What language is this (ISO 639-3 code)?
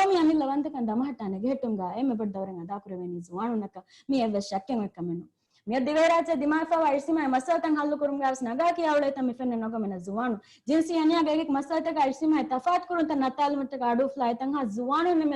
div